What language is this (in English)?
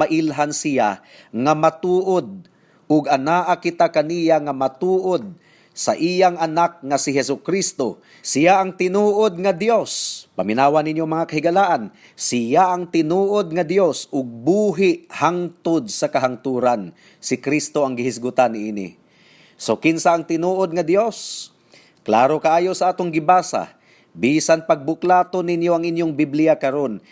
Cebuano